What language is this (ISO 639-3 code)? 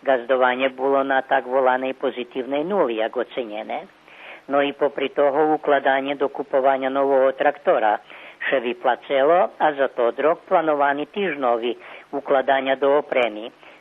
rue